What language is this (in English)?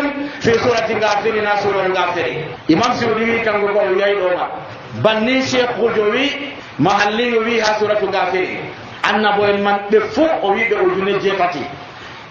Nigerian Fulfulde